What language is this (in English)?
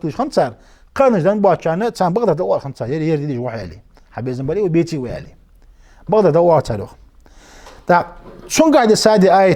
Ingush